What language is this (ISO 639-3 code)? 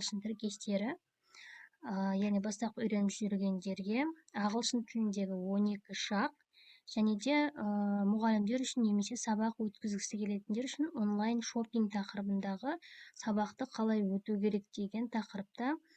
kaz